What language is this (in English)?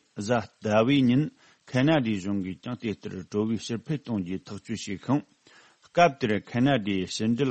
Tibetan